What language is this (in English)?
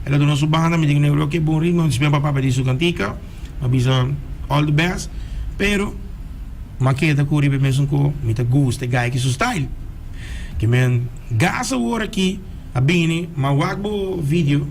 Papiamento